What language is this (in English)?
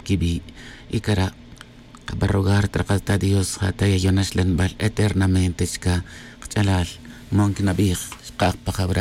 Tz'utujil